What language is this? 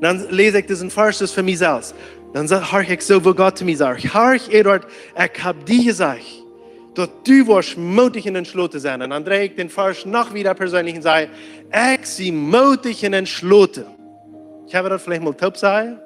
Plautdietsch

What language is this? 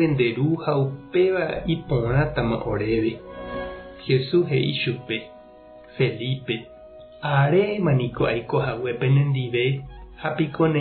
Guarani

